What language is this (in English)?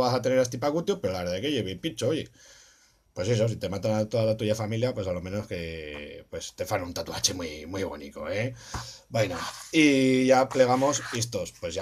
Aragonese